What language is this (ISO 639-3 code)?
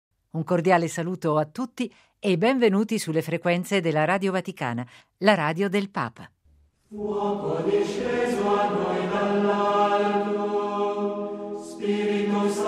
ita